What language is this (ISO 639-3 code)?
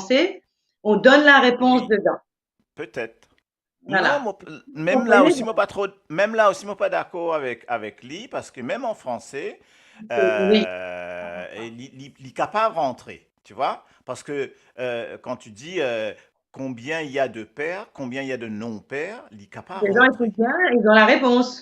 mfe